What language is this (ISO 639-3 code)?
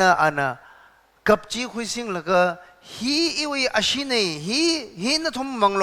nmf